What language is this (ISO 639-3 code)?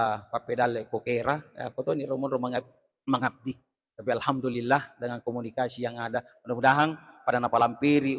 bug